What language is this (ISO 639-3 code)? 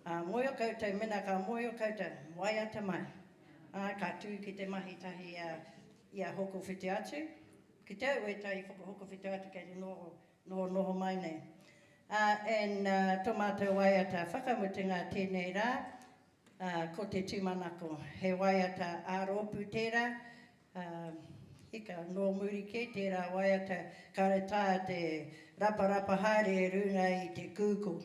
mri